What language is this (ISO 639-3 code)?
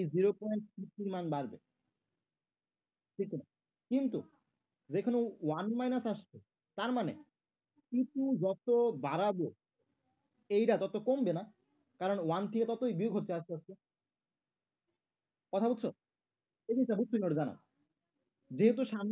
ben